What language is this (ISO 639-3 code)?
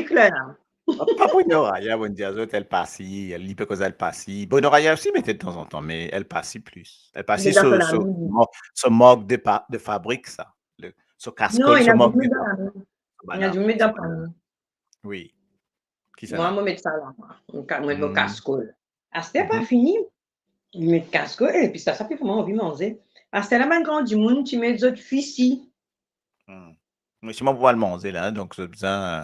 mfe